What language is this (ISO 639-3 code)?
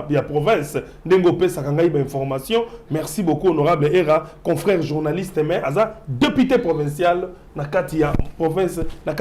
lin